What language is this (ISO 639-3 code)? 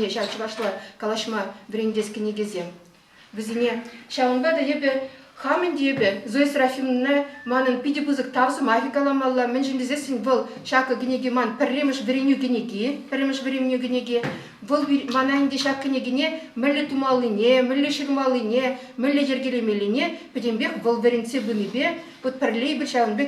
chv